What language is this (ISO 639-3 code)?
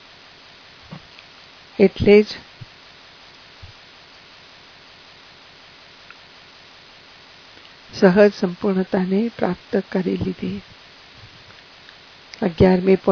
guj